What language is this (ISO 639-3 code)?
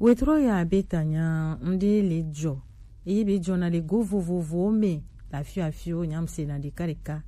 gej